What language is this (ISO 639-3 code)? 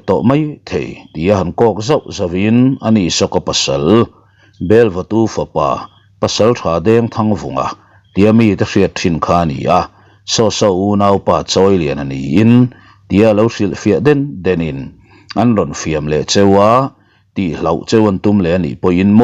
lus